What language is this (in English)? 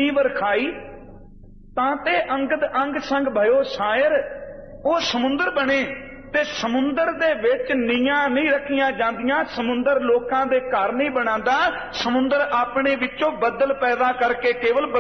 Punjabi